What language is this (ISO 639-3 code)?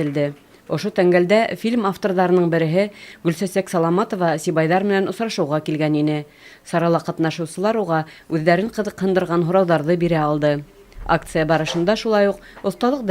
bak